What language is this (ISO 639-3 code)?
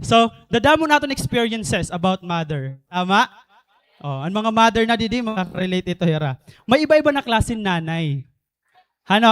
war